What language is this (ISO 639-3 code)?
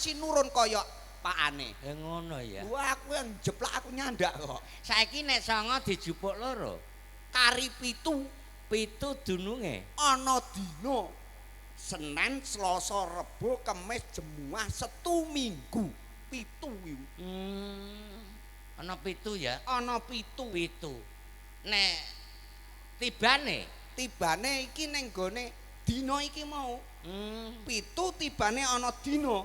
jav